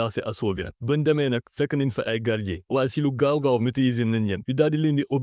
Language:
Wolof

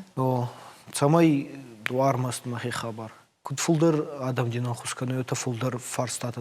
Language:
Ossetic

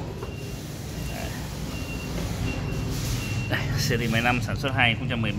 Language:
Vietnamese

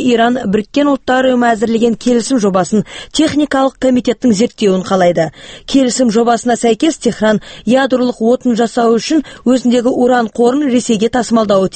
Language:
Kazakh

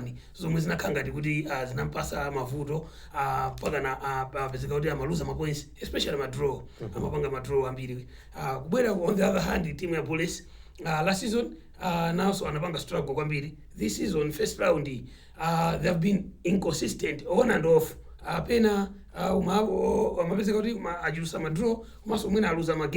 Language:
Nyanja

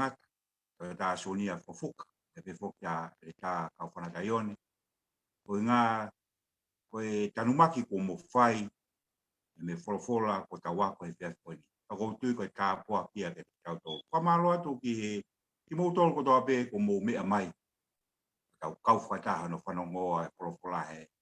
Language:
Tongan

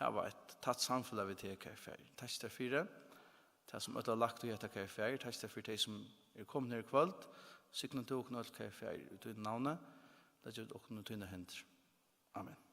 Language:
Faroese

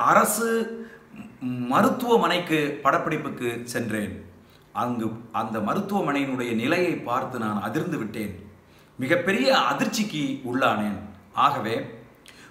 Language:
Tamil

